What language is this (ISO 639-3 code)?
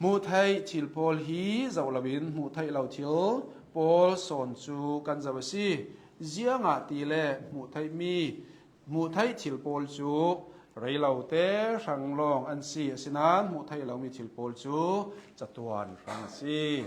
cnh